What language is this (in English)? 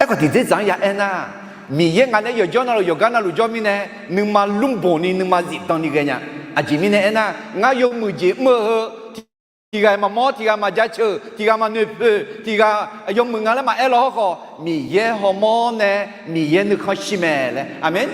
Akha